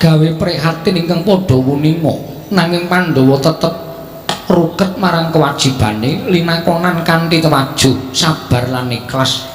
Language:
Javanese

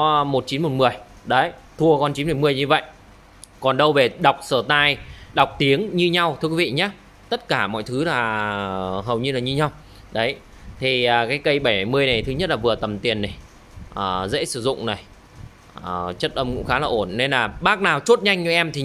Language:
Vietnamese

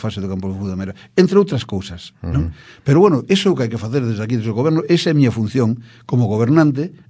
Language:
Galician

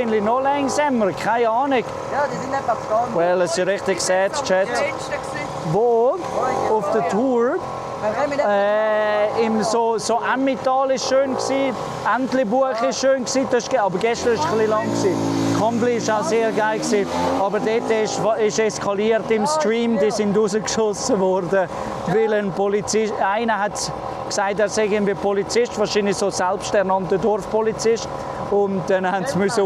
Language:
Swiss German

